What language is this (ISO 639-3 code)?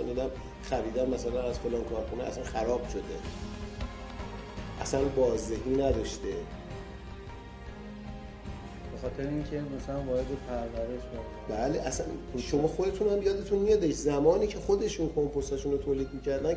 fas